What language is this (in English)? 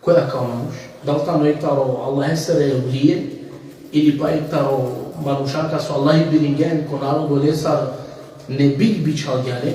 Balkan Romani